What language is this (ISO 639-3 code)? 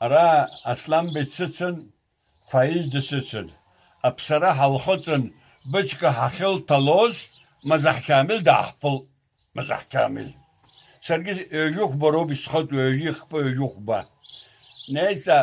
abk